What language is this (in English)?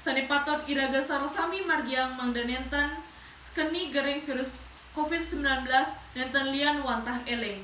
Balinese